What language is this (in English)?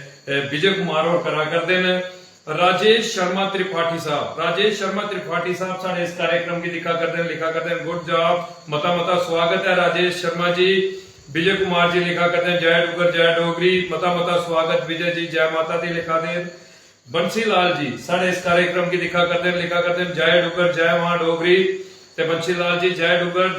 Dogri